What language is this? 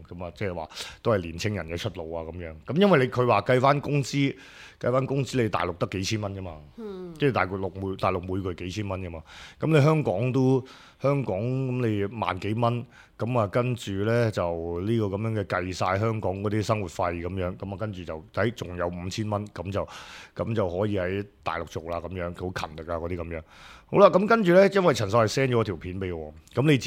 Cantonese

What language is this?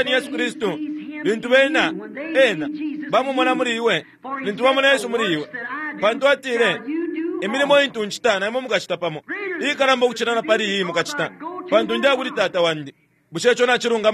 Bemba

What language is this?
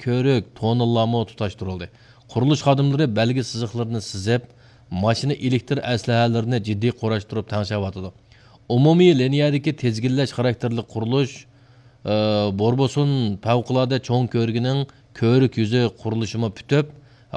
Uyghur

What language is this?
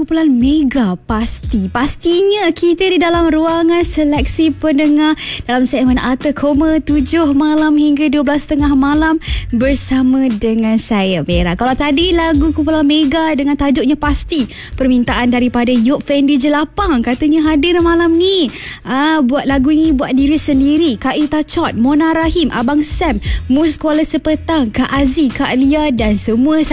Malay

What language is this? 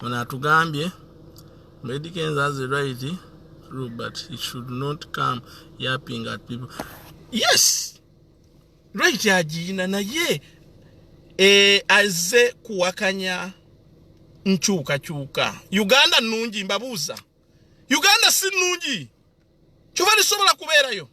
Ganda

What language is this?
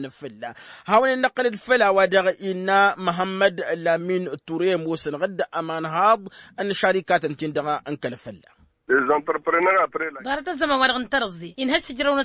Tamasheq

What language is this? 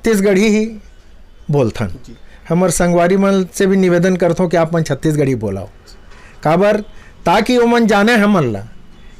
Chhattisgarhi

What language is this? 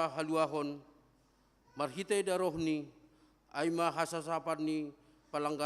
Batak Simalungun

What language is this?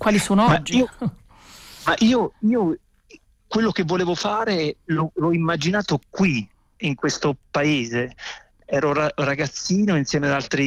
Italian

